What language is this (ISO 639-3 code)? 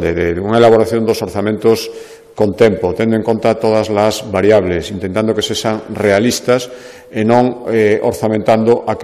glg